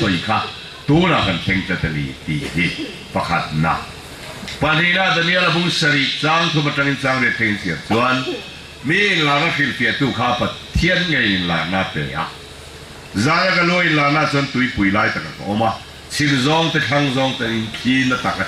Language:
Falam Chin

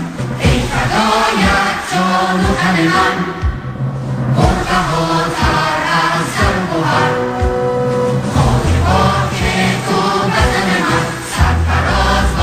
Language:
Persian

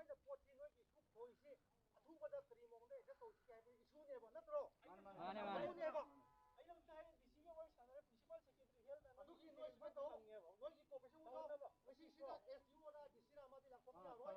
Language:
Manipuri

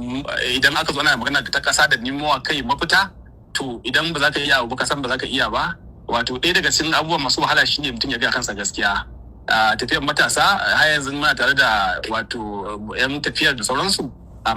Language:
Hausa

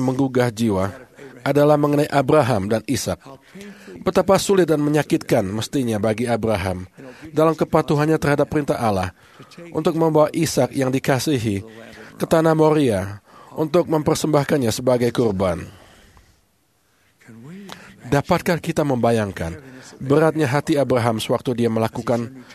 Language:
Indonesian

